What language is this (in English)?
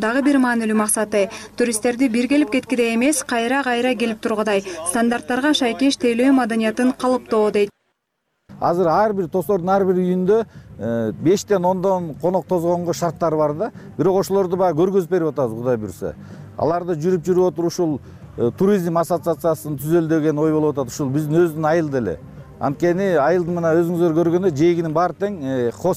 Kyrgyz